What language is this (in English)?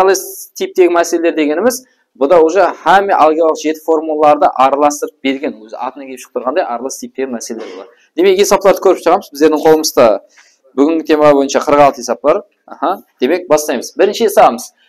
Kara-Kalpak